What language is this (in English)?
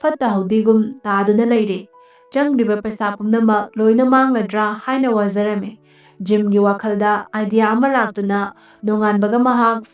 Manipuri